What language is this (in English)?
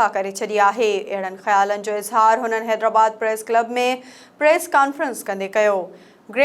Sindhi